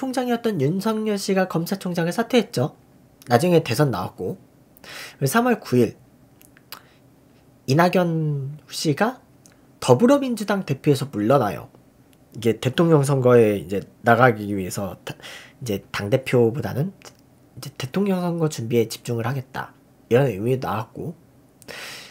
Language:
Korean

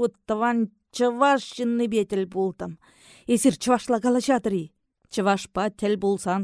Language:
Chuvash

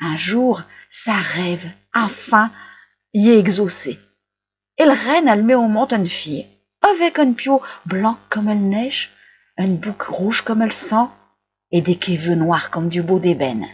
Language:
Picard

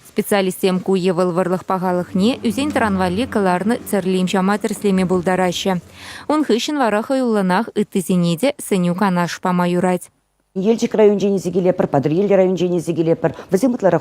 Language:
Chuvash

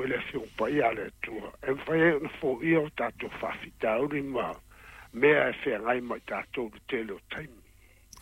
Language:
Samoan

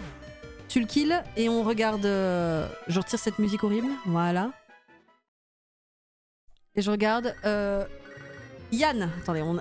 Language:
French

